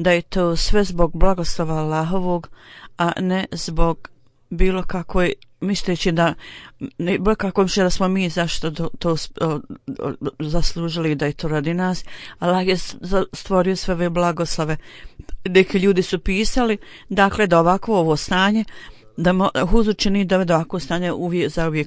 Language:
Bosnian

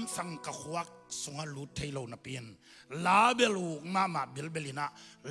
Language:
Tedim Chin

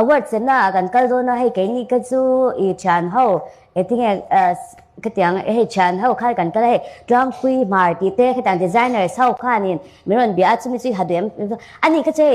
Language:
Mizo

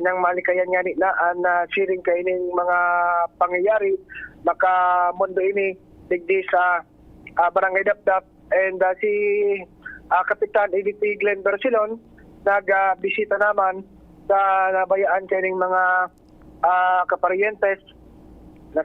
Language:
Bikol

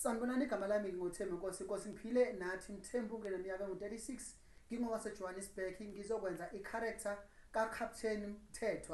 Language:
Zulu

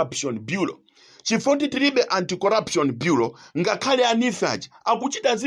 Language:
Nyanja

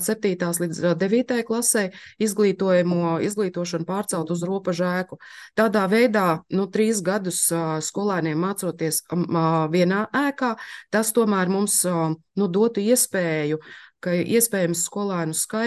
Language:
Latvian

